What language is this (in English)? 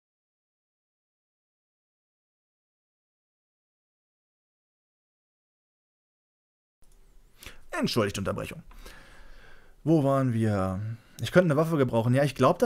German